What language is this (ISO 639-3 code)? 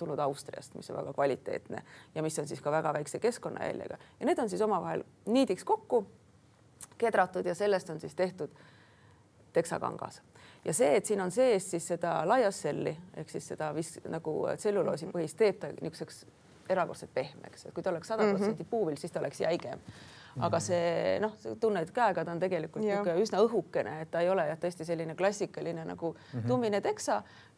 est